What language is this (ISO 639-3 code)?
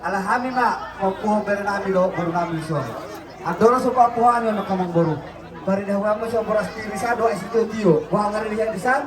bbc